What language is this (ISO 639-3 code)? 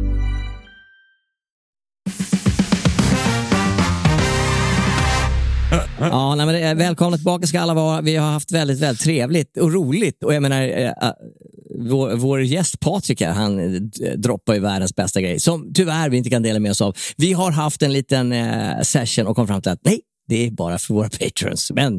swe